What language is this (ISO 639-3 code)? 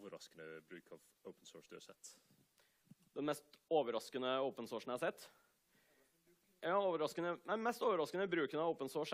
nor